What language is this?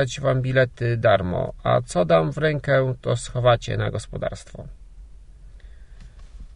Polish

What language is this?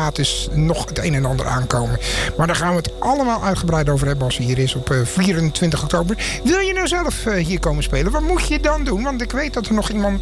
Dutch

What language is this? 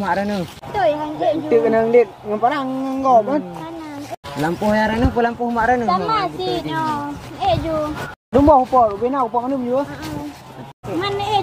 Achinese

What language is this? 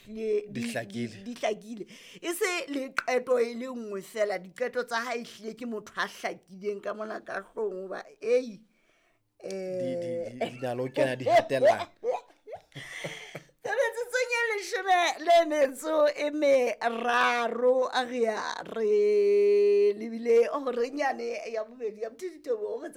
Southern Sotho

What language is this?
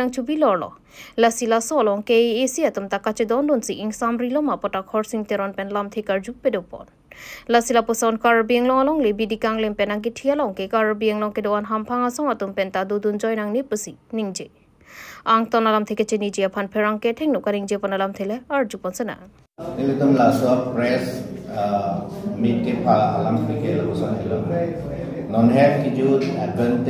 Karbi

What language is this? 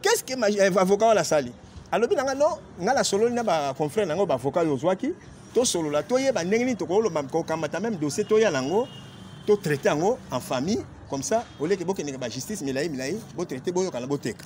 Lingala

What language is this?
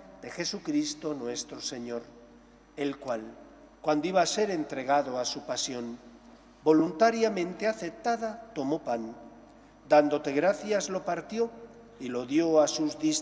Spanish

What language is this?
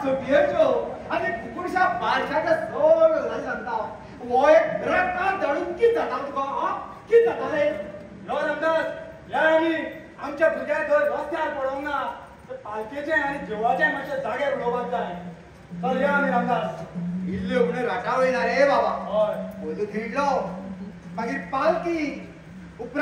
Konkani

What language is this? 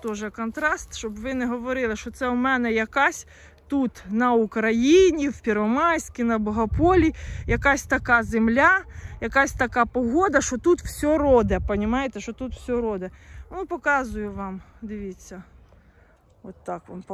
Ukrainian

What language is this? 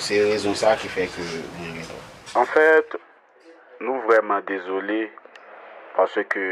Haitian Creole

